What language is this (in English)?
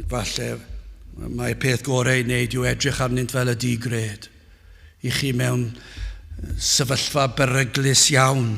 Welsh